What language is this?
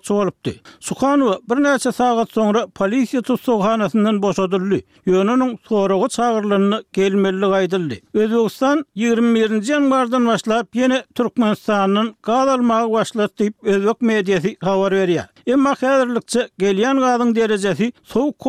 Turkmen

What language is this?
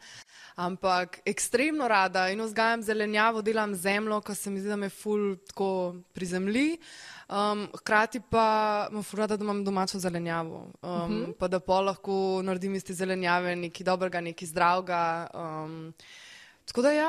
Slovenian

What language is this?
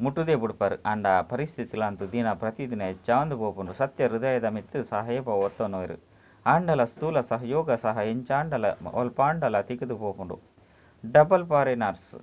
Tulu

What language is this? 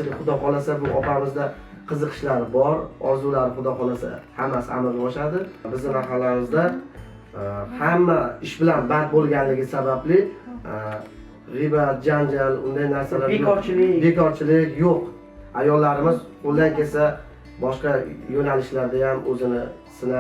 Uzbek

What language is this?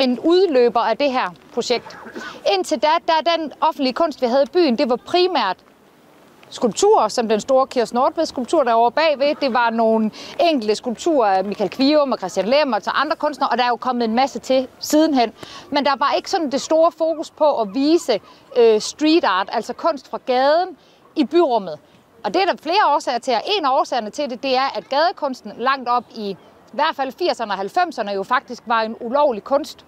Danish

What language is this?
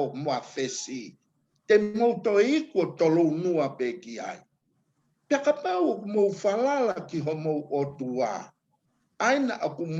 Tongan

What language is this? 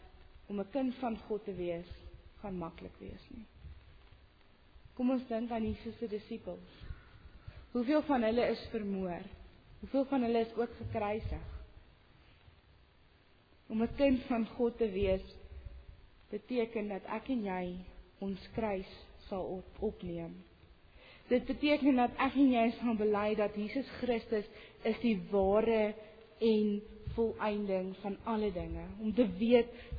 Afrikaans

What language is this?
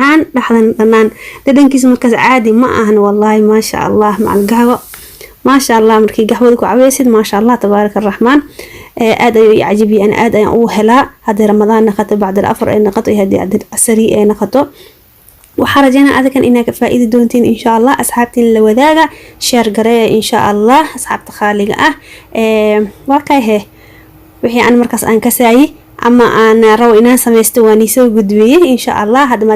Somali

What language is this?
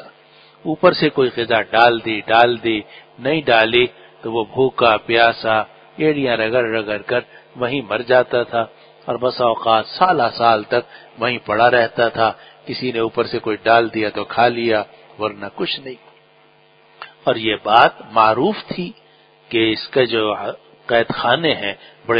Urdu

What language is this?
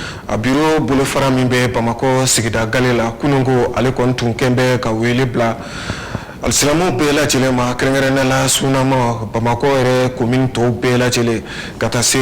Bambara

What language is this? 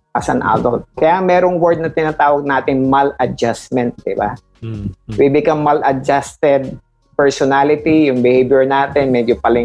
Filipino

